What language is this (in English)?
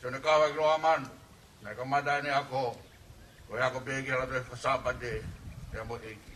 Tongan